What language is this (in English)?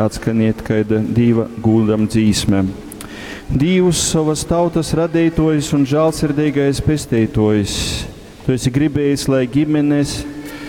Latgalian